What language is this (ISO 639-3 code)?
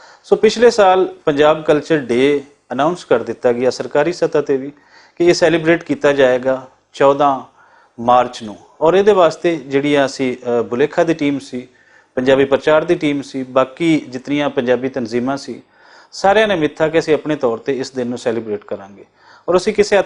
lah